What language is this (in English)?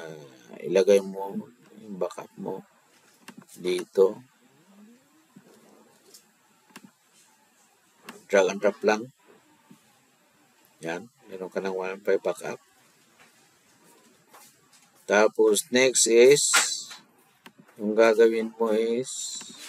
Filipino